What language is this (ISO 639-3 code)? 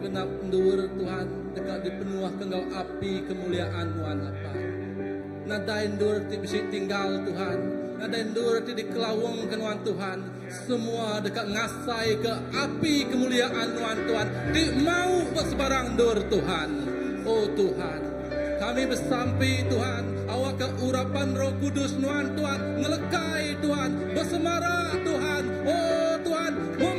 iba